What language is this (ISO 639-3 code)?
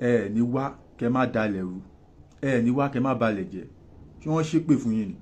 yor